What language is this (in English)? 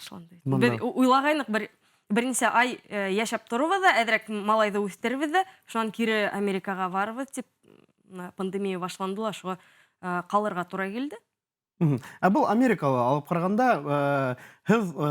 Bashkir